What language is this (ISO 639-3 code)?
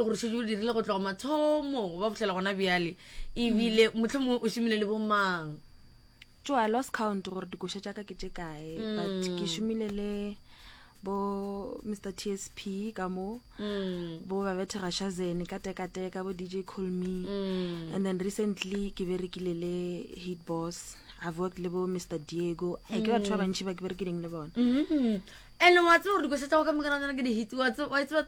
nso